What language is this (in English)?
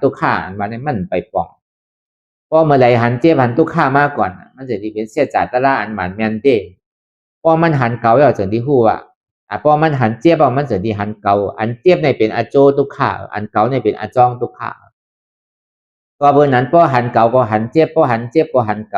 Shan